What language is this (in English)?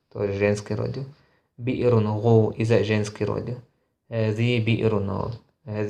Chechen